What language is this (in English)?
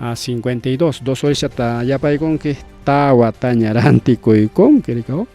Ayacucho Quechua